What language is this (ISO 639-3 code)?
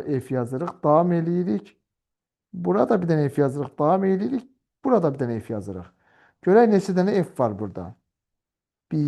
aze